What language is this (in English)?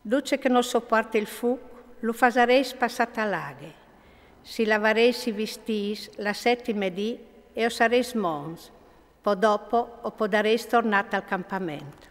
Friulian